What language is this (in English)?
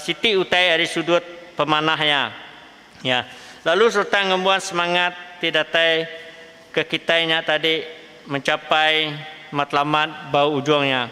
Iban